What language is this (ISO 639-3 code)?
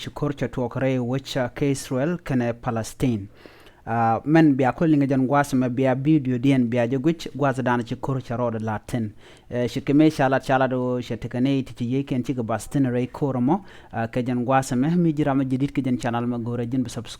nus